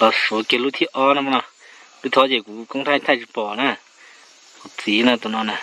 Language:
Hmong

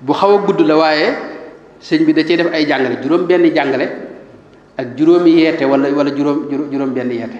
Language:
Wolof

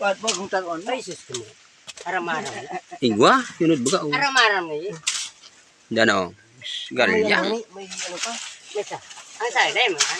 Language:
Bikol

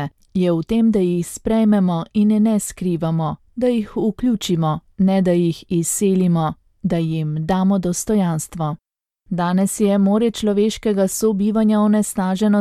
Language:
Slovenian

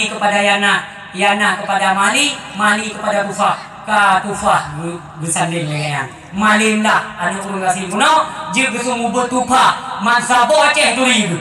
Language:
Achinese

